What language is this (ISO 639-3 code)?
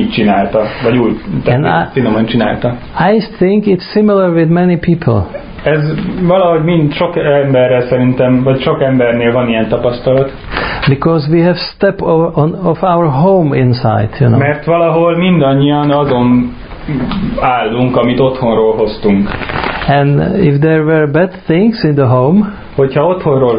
hun